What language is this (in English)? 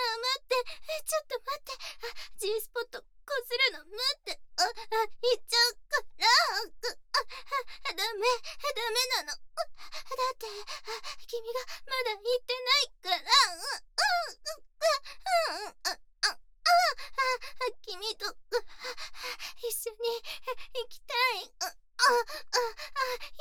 Japanese